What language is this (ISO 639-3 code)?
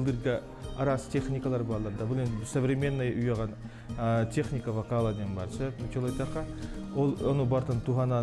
sah